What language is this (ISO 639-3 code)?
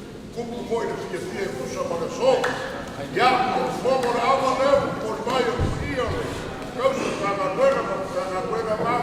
smo